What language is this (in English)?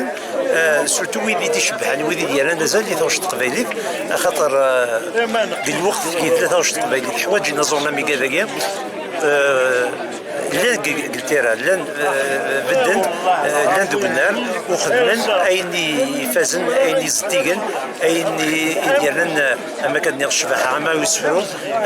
Kabyle